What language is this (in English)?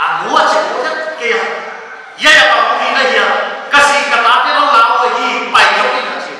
Paite Chin